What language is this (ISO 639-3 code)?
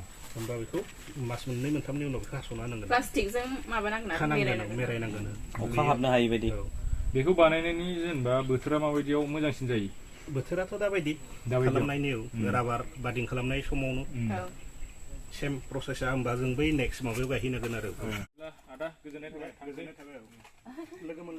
brx